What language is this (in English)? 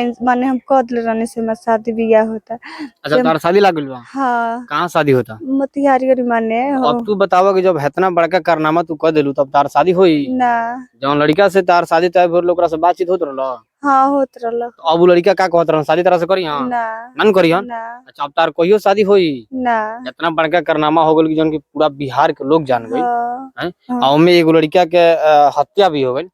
Bhojpuri